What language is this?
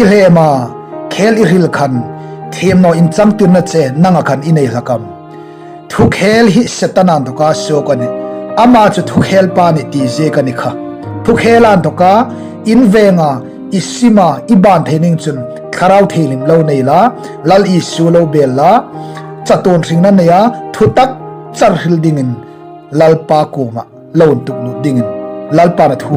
Hmar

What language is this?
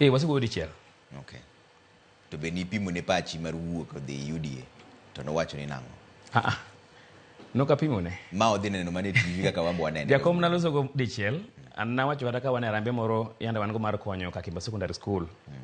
Luo (Kenya and Tanzania)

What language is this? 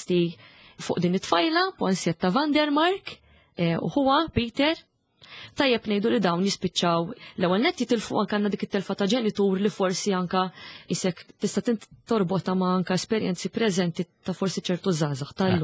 Maltese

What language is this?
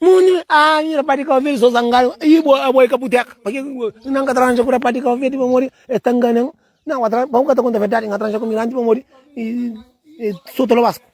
Kabuverdianu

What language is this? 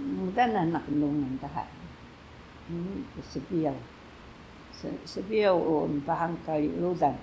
Taroko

